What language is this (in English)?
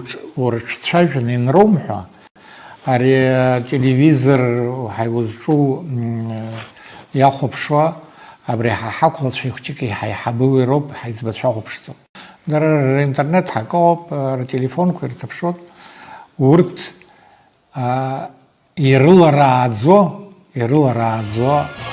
Abkhazian